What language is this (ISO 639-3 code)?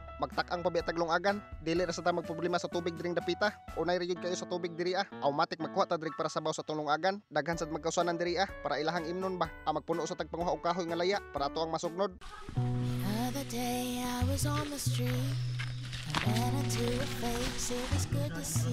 ceb